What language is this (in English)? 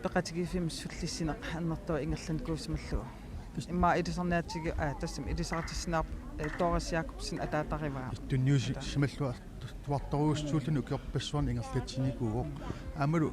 Kalaallisut